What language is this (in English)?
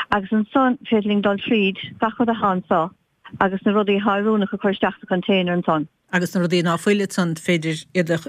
Irish